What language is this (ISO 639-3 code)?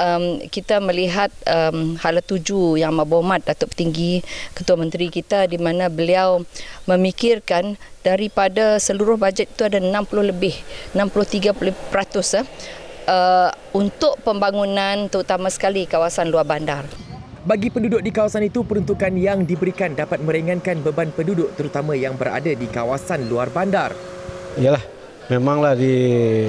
msa